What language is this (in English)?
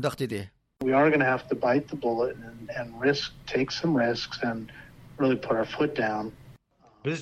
Uyghur